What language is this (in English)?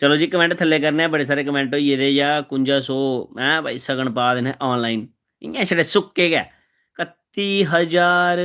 Dogri